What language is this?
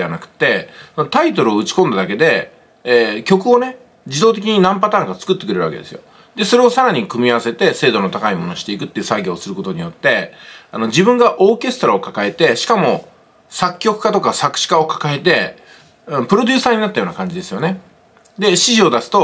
Japanese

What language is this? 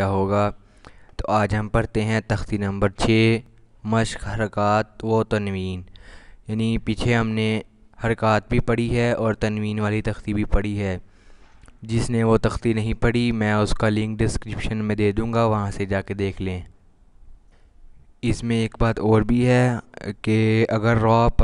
Urdu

